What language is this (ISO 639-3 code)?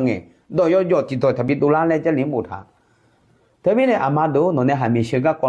ahk